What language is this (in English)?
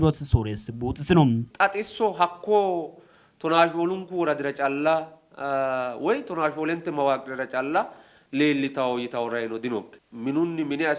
Sidamo